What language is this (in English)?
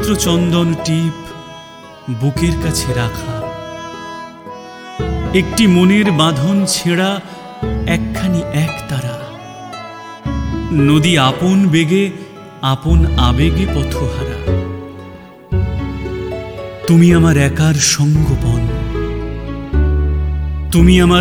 Bangla